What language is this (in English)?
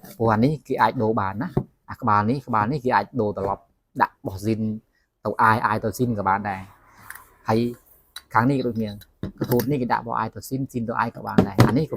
Khmer